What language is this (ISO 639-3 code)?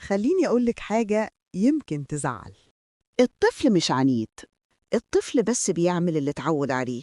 arz